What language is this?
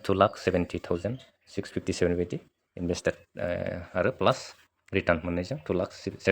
Bodo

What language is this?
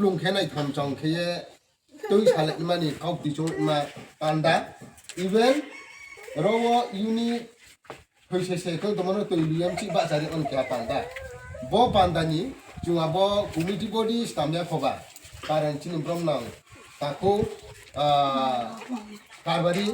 Riang (India)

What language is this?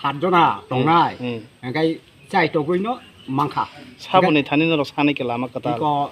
Kok Borok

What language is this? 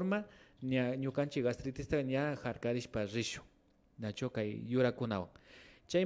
Imbabura Highland Quichua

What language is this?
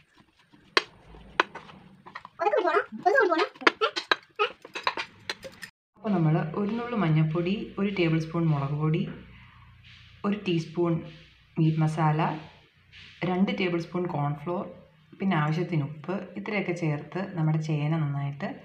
Malayalam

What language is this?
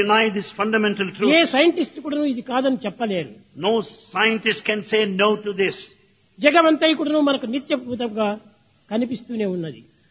Telugu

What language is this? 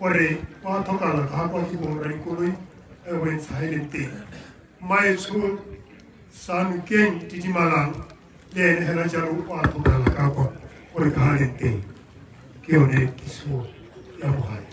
Tswana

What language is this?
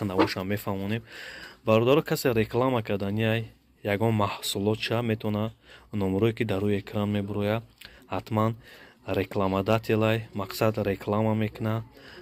Tajik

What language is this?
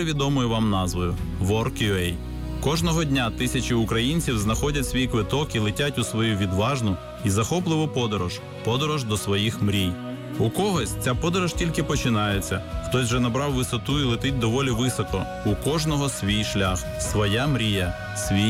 Ukrainian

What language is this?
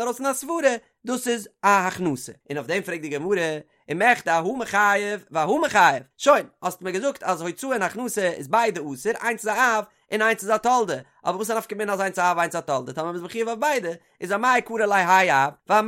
Yiddish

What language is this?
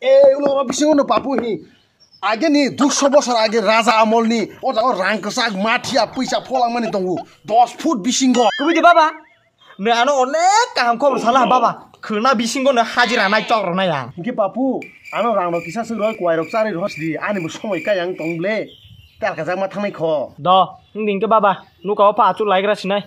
Kok Borok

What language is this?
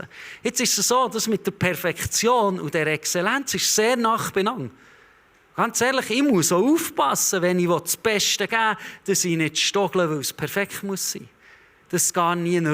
Swiss German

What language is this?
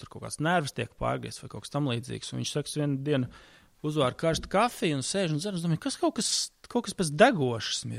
Latvian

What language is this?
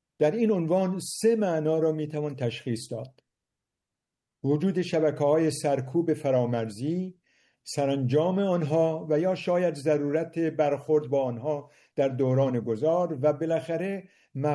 Persian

